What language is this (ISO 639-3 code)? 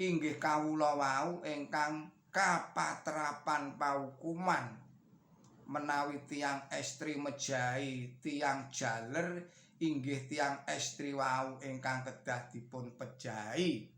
jav